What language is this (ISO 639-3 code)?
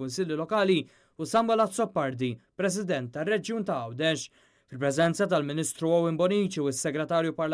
mlt